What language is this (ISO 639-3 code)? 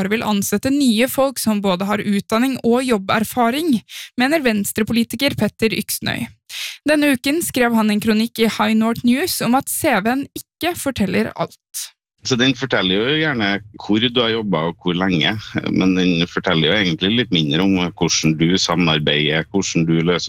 nor